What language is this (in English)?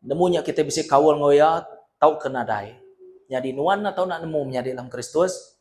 Iban